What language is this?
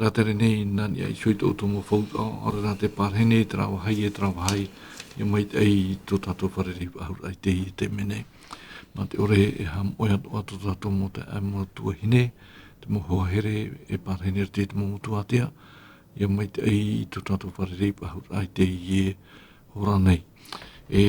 Tahitian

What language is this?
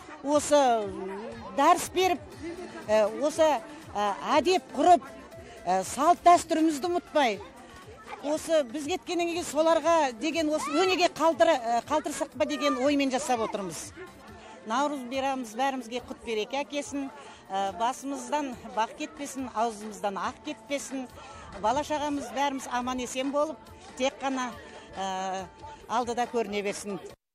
Kazakh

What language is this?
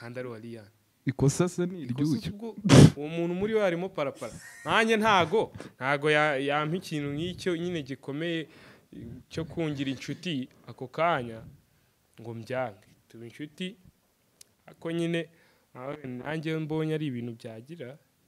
Kinyarwanda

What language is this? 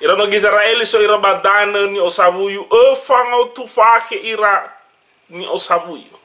Nias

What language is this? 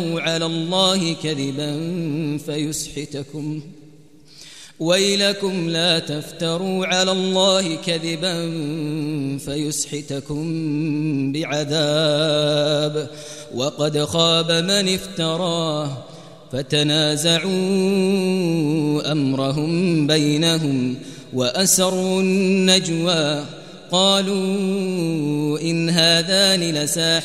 Arabic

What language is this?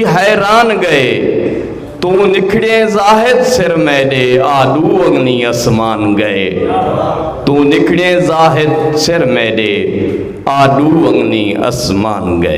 Saraiki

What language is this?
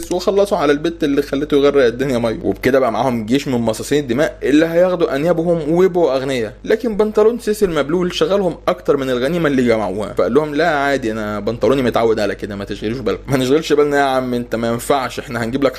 Egyptian Arabic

